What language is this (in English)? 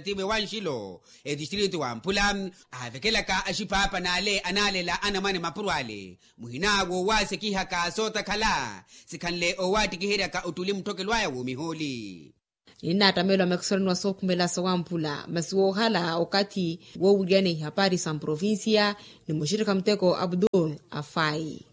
Makhuwa